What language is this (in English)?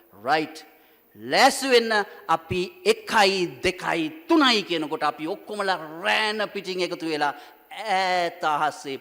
Sinhala